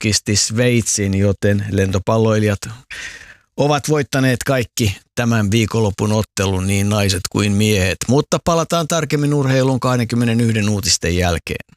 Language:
Finnish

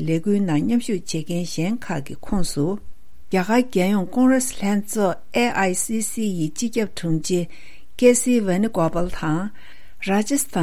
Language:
Tibetan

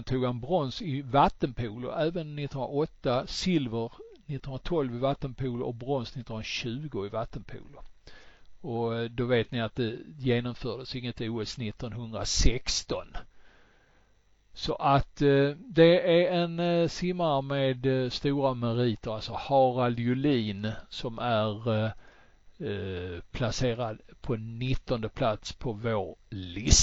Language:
Swedish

